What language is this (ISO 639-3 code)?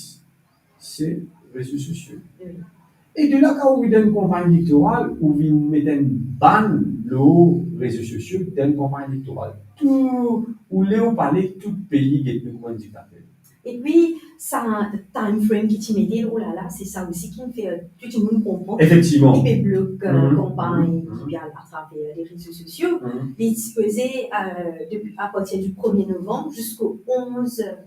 mfe